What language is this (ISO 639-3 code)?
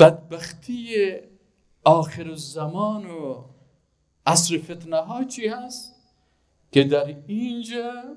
fas